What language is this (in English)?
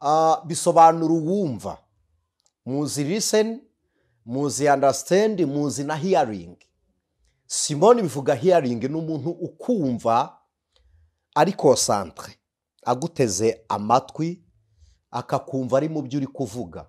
Kinyarwanda